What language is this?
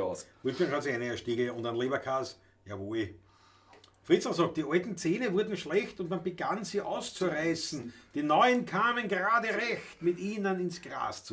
Bavarian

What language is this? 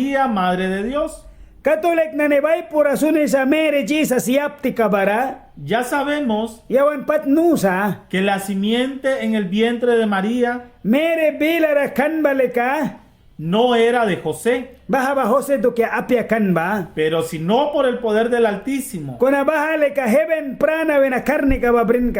Mískito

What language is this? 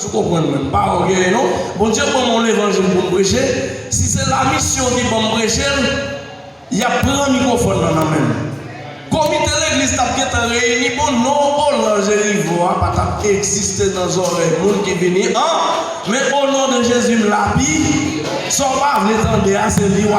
Haitian Creole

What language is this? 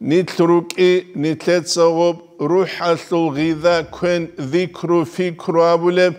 Avaric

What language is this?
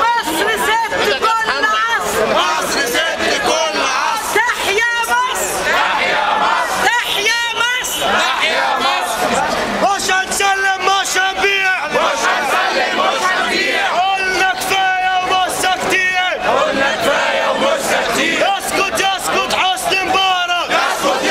Egyptian Arabic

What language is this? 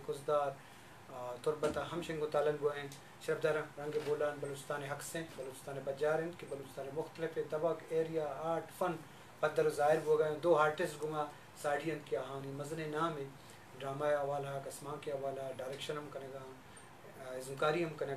Eastern Balochi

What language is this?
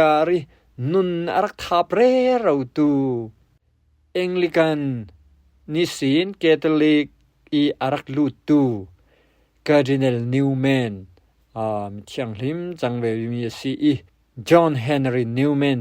Falam Chin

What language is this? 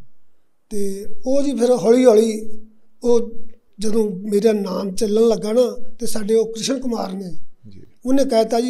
Punjabi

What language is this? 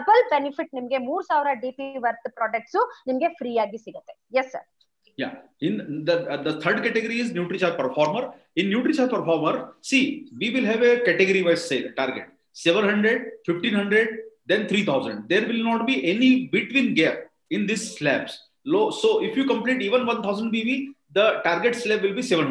Kannada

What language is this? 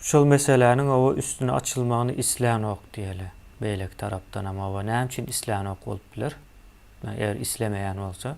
Turkmen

